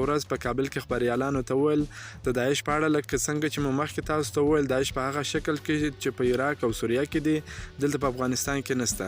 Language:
Pashto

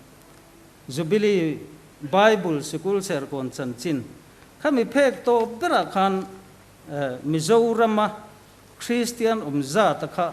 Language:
Mizo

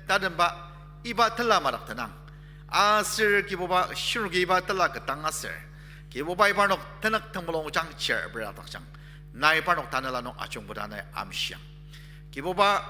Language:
Ao Naga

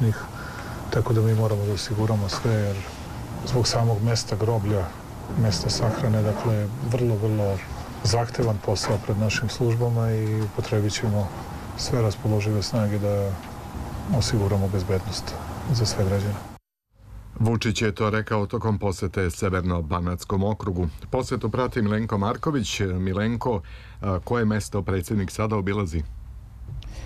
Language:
Serbian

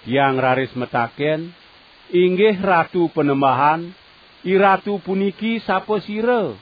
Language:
Balinese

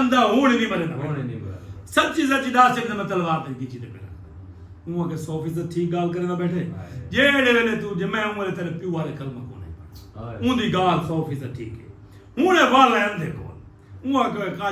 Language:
Saraiki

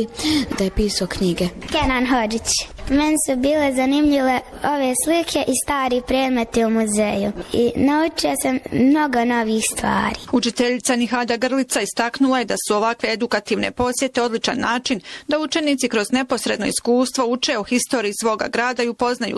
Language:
Bosnian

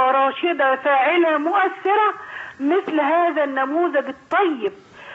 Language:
Egyptian Arabic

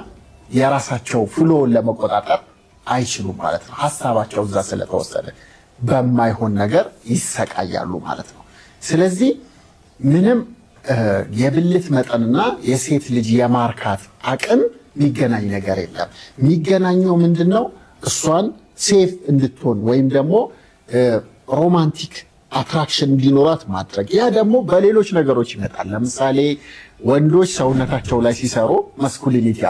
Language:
Amharic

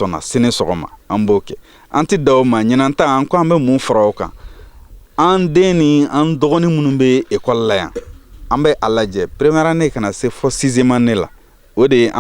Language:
Bambara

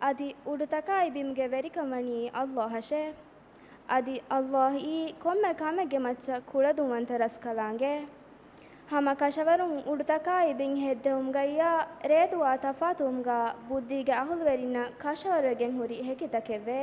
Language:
Divehi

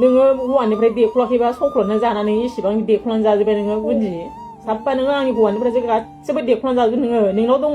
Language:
Bodo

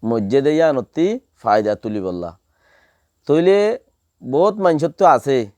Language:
Rohingya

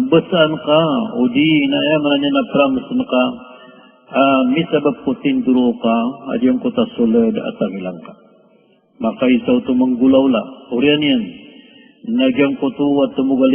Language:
Maranao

